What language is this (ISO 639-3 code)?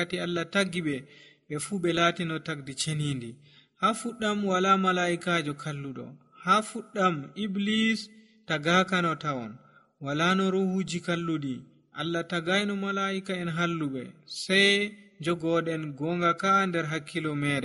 fuv